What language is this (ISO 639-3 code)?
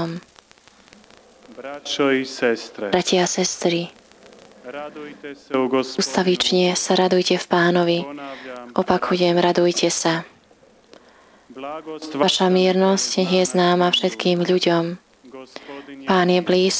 slk